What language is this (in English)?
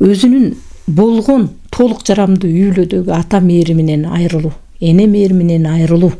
Kyrgyz